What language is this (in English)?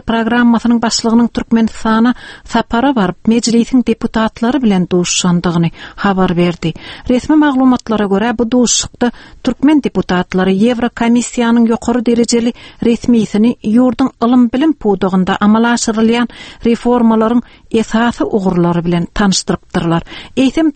Turkmen